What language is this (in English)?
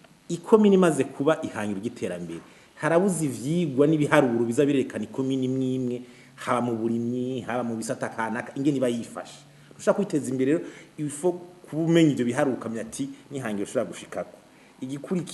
Rundi